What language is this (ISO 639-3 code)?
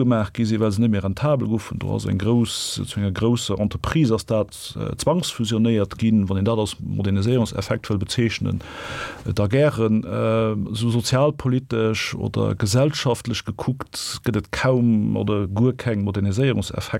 ltz